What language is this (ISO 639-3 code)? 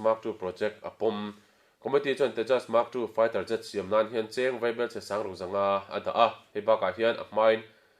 lus